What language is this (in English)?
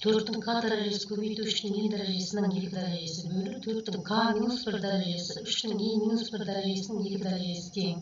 Kazakh